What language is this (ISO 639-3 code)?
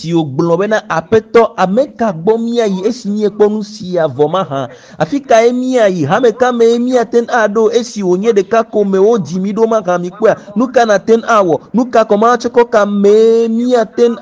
ewe